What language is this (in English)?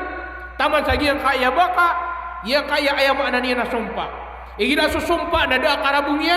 Maranao